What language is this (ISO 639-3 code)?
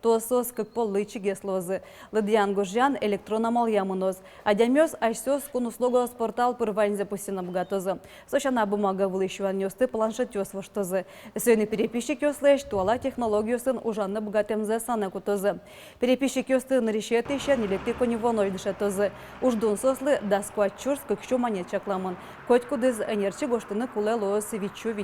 udm